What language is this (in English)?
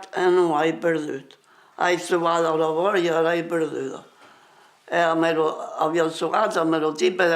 Occitan